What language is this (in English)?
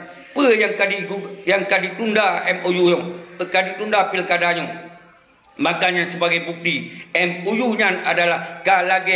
Achinese